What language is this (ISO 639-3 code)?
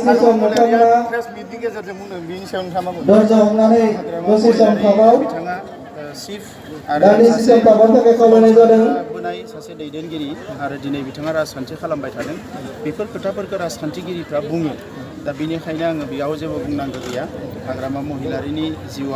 brx